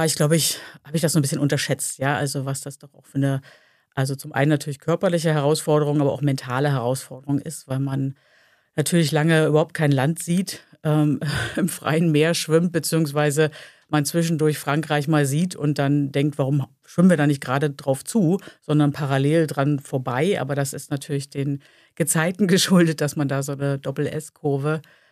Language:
German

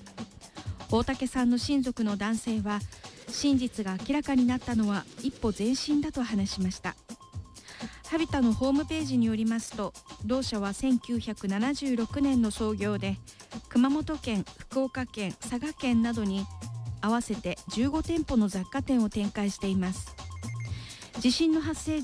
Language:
Japanese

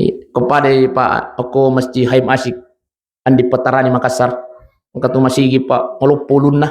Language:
Buginese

